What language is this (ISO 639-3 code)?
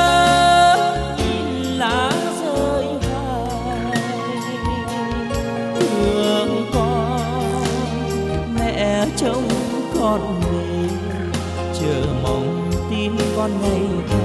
vie